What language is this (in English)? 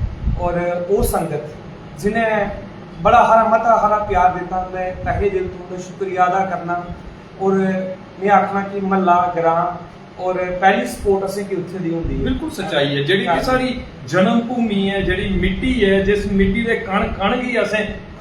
Dogri